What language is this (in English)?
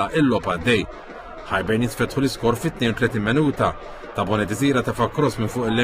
Maltese